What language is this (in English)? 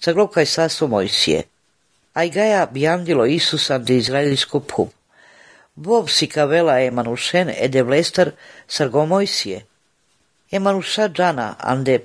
Serbian